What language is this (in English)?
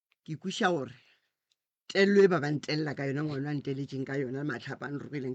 Northern Sotho